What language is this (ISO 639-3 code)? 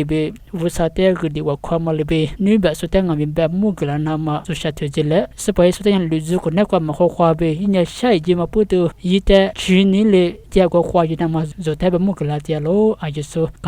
lis